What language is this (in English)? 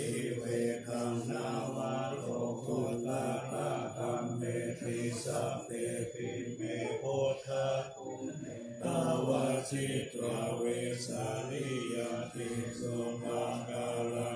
Pali